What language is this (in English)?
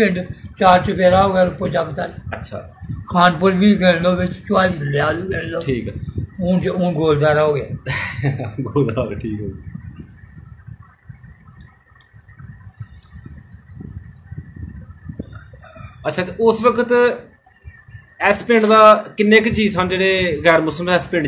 Punjabi